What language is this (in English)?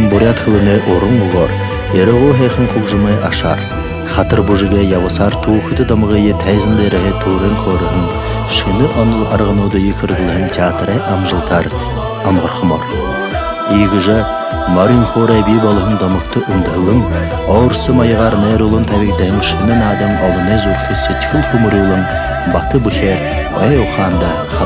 Buriat